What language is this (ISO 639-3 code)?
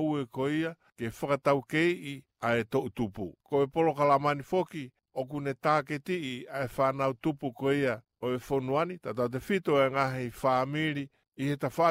ton